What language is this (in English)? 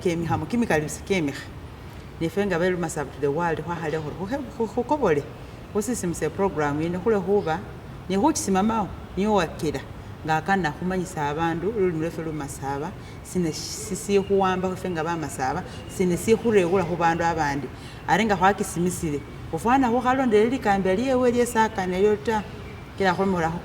Masaaba